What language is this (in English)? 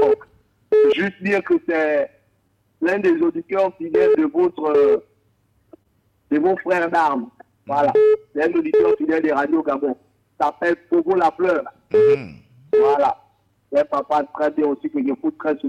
French